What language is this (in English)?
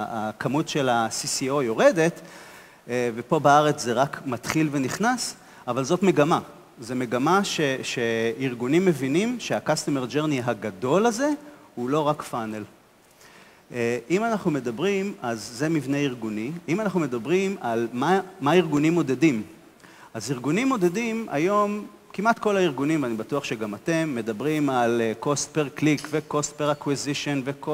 Hebrew